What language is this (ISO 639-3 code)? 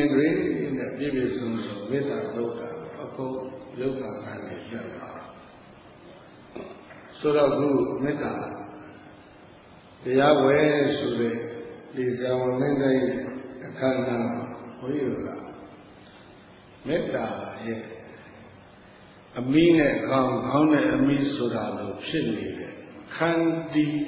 mya